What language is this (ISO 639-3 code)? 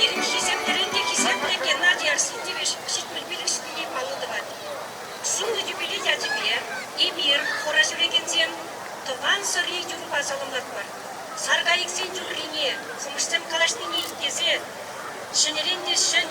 chv